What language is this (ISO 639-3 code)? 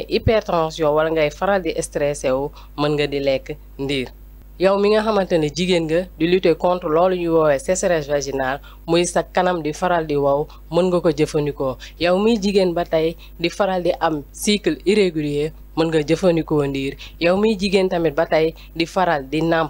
wol